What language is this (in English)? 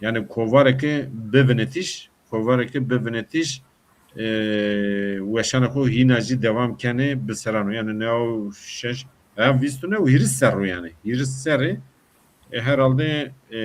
Zaza